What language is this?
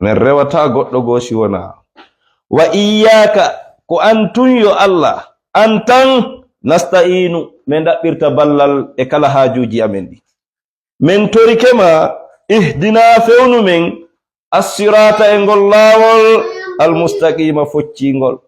Fula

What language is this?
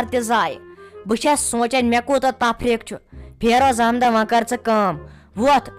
Kashmiri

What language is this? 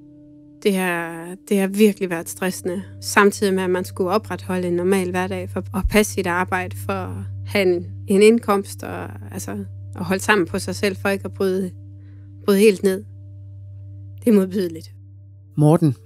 Danish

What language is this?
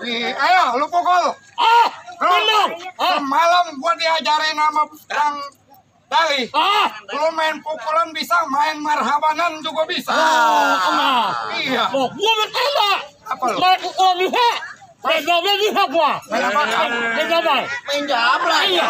Betawi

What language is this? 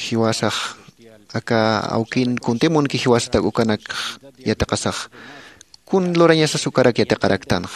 Aymara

